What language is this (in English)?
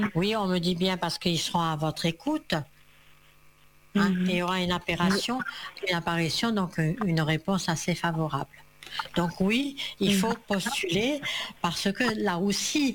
French